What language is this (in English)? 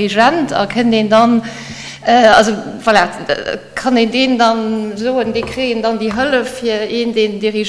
Luxembourgish